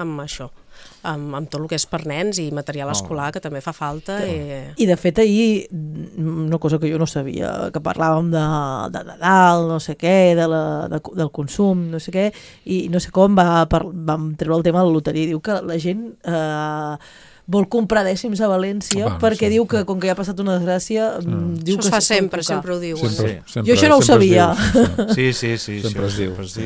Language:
Catalan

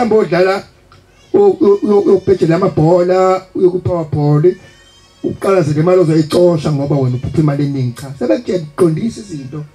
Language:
Zulu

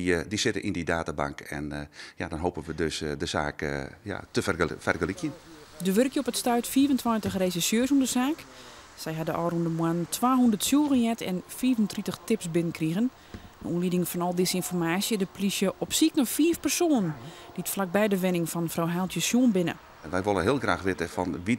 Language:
Western Frisian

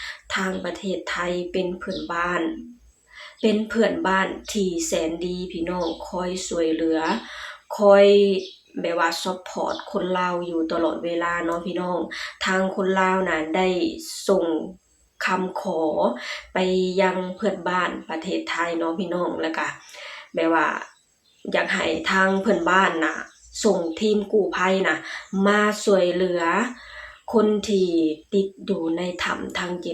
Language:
Lao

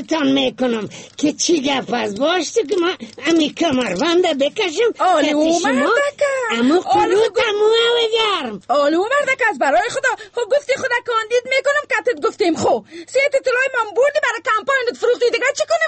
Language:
Persian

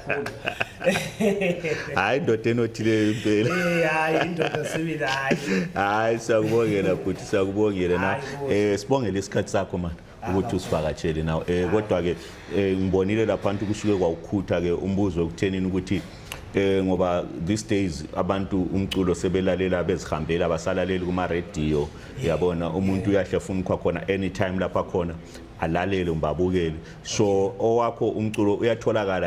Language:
Zulu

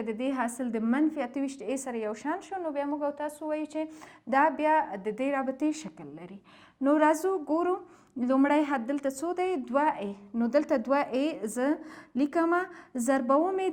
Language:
Pashto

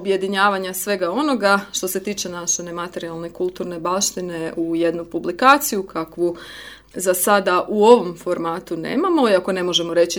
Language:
Croatian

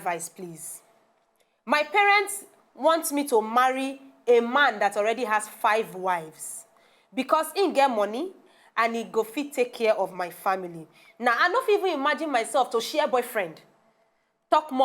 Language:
Nigerian Pidgin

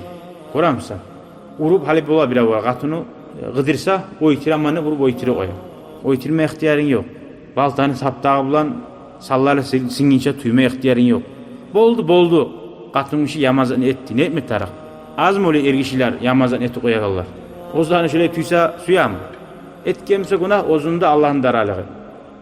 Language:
Kumyk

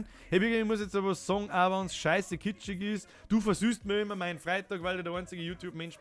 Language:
Bavarian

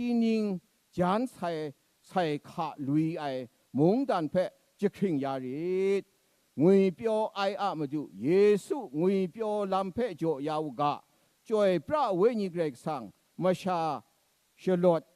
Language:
Kachin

